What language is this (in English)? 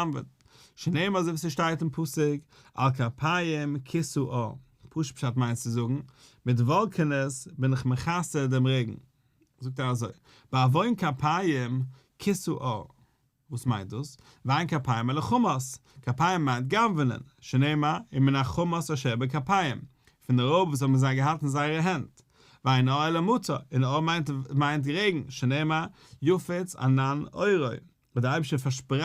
Yiddish